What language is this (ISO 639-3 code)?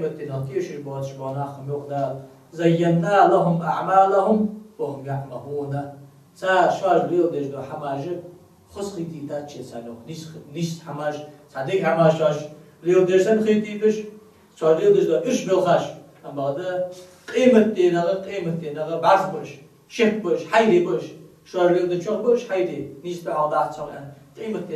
inh